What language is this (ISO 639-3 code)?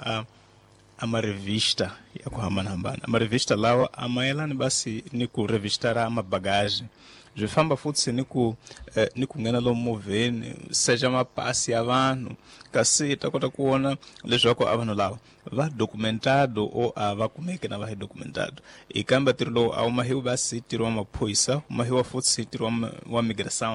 tso